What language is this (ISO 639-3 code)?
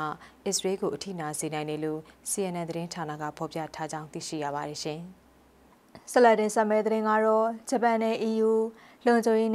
mya